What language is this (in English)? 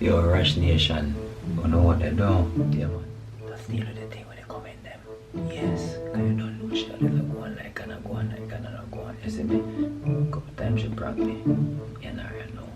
Jamaican Creole English